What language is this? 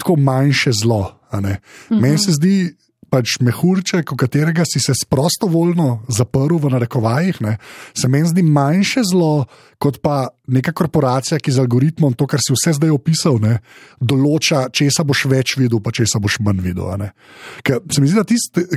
Slovenian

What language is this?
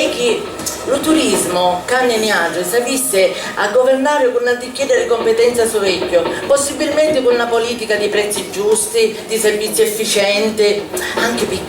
Sicilian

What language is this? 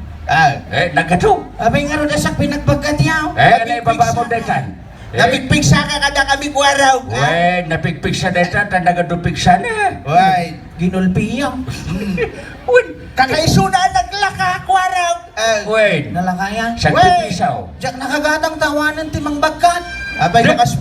Iloko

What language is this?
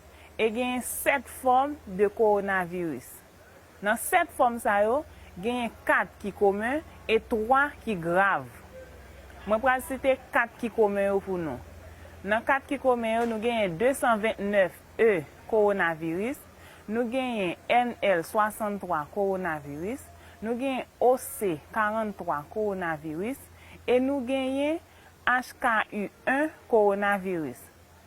Haitian Creole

